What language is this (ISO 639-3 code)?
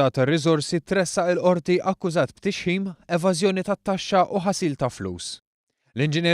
mlt